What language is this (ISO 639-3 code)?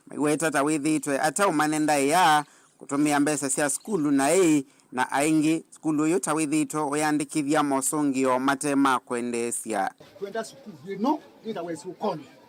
kam